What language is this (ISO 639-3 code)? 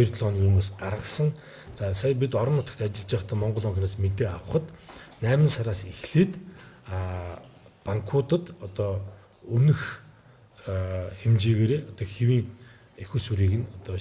mon